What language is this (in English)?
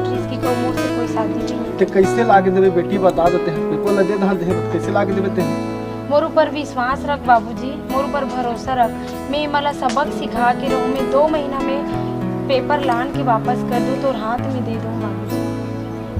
Chhattisgarhi